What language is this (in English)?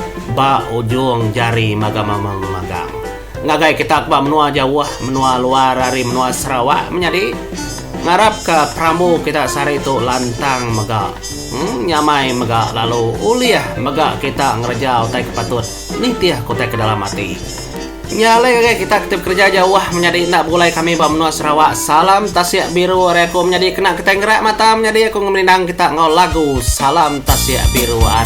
Iban